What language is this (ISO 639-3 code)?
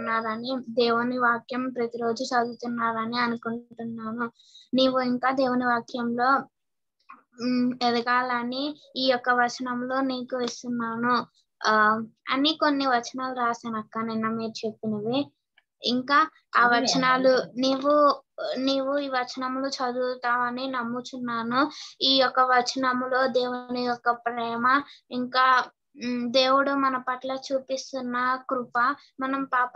tel